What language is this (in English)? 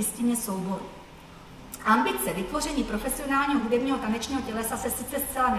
Czech